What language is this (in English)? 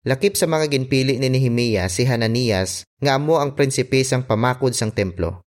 Hiligaynon